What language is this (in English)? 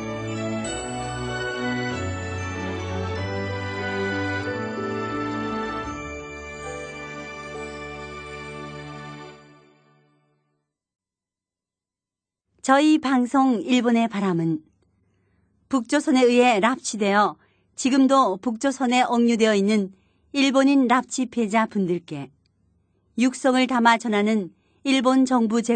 Korean